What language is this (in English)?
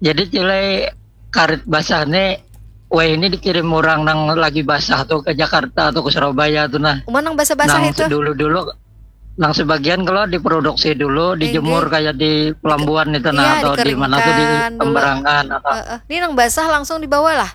Banjar